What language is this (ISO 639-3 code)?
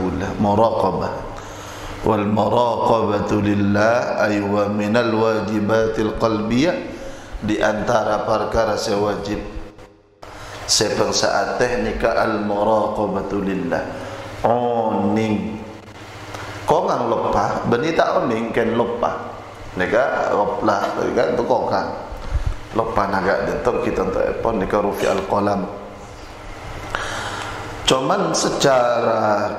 mad